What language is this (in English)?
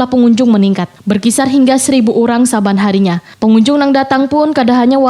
Banjar